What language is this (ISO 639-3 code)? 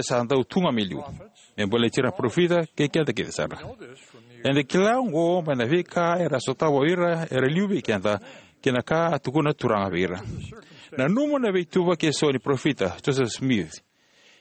fij